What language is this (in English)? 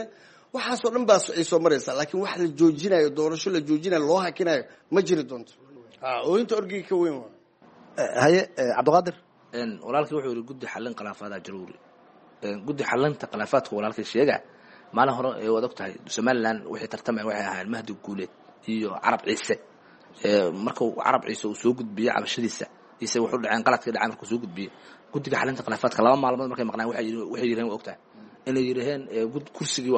Somali